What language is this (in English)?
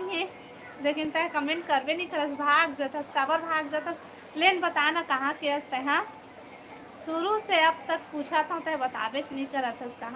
Chhattisgarhi